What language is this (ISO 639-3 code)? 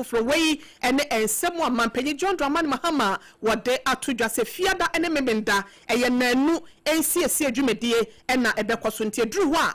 aka